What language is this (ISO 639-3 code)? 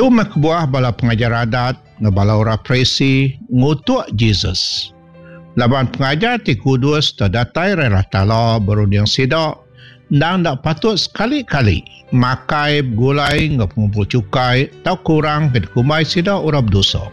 iba